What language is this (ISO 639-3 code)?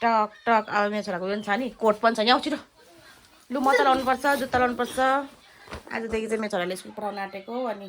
nep